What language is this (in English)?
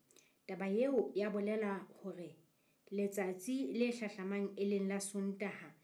Southern Sotho